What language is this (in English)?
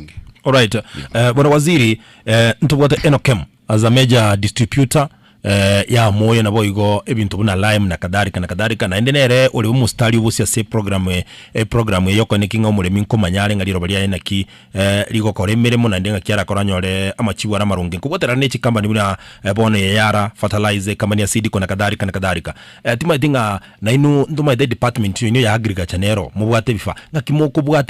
Gusii